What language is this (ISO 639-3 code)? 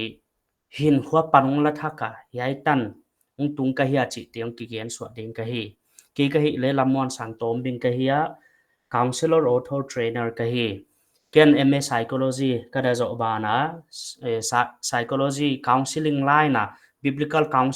pck